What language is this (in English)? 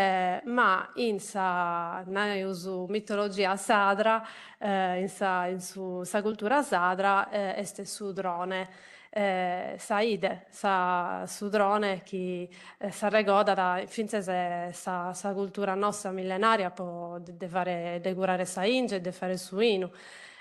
Sardinian